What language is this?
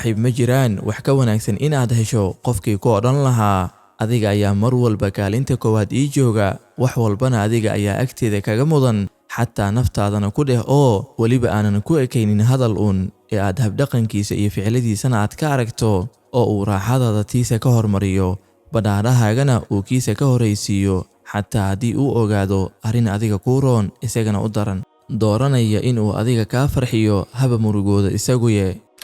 Somali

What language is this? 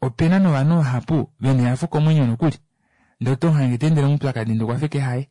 Kuanyama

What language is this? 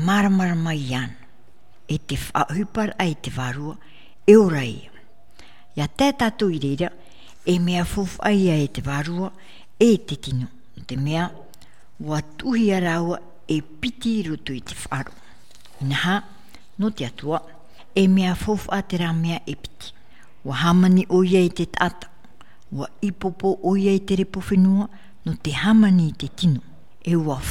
Tahitian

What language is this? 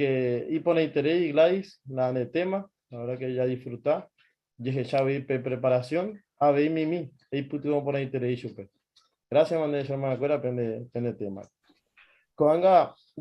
Guarani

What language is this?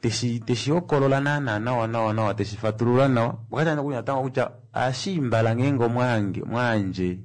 Kuanyama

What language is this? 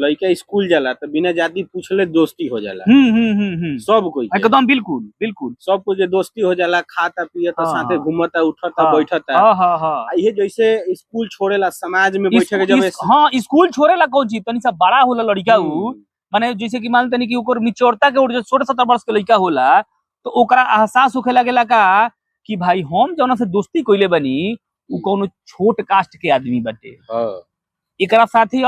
Bhojpuri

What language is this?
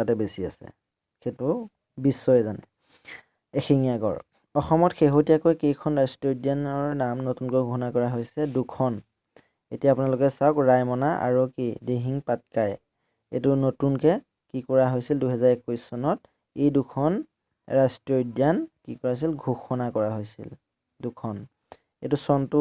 Assamese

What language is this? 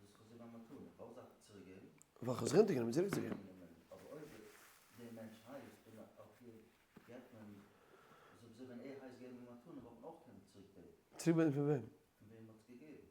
Yiddish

